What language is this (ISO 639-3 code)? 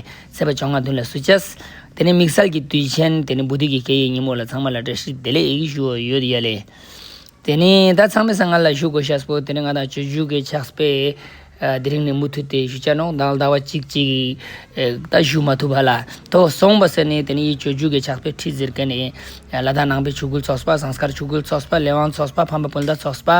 lbj